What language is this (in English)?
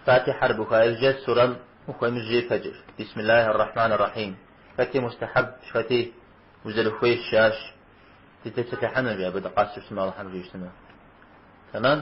Kabardian